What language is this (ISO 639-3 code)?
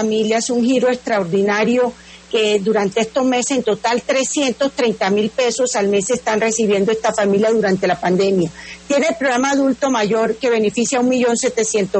spa